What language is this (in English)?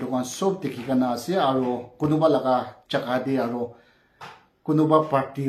Naga Pidgin